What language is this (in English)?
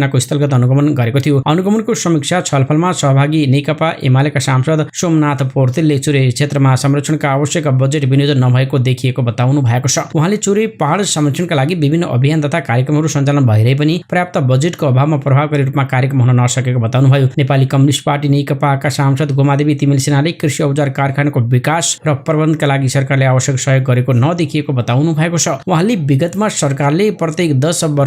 Nepali